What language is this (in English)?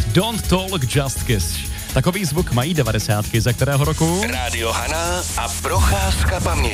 Czech